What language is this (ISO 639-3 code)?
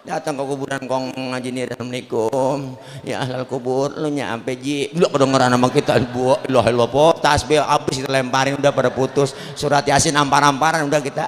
bew